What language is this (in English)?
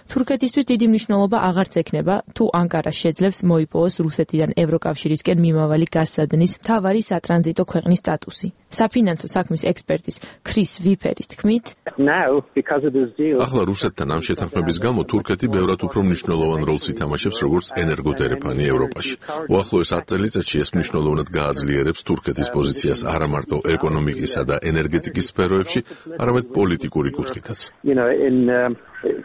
Georgian